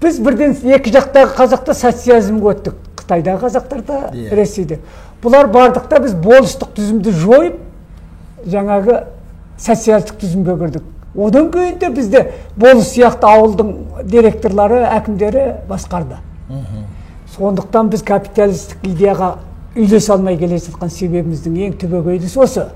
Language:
Kazakh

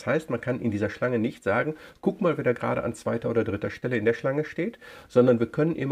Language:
German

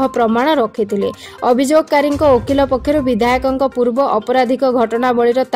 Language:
Odia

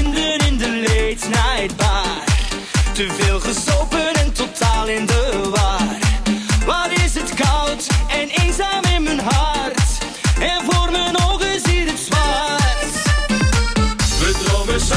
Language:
Dutch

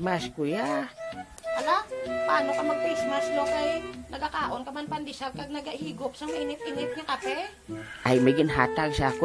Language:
Hiligaynon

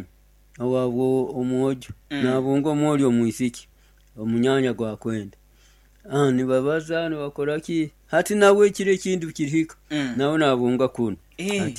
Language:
Nyoro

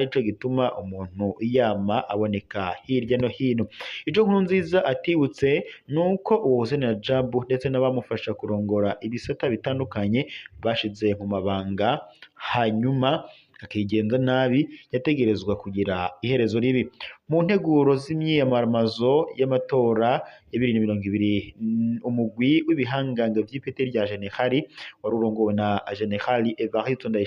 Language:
Rundi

